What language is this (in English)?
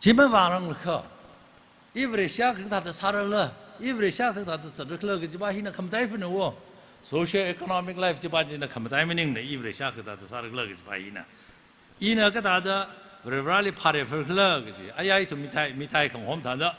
Tangkhul Naga (India)